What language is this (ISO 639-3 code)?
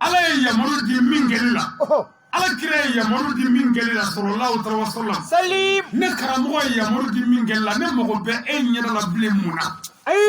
bam